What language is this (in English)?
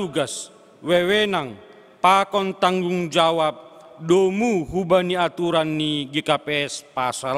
Batak Simalungun